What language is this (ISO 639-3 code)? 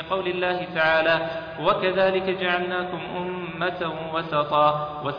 ara